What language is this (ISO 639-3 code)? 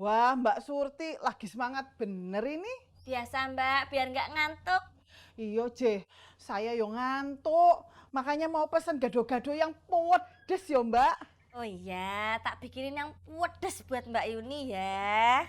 bew